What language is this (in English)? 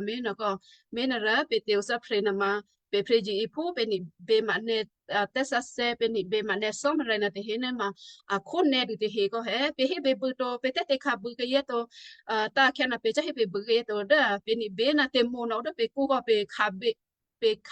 Western Kayah